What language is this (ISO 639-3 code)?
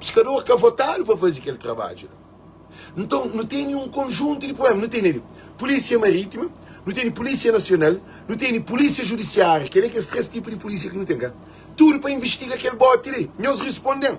kea